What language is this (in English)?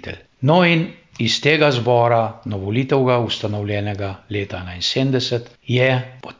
Slovenian